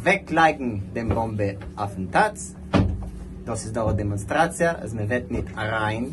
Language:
Yiddish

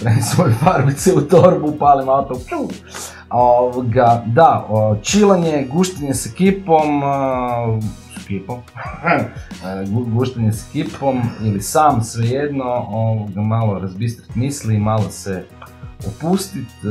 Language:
Croatian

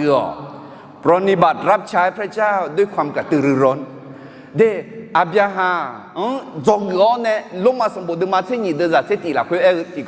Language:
Akha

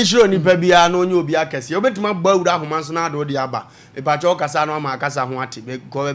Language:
Akan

